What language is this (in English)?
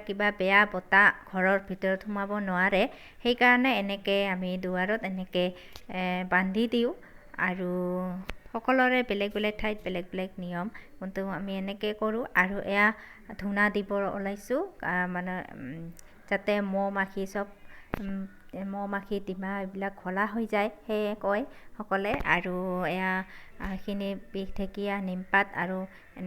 Assamese